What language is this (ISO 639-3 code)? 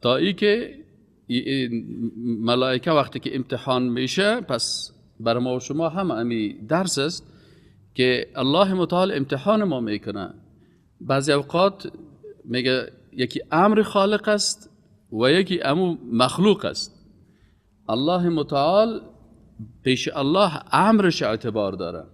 fas